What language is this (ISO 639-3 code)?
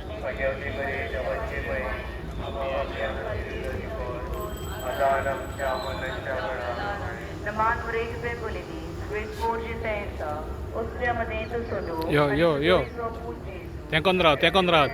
kok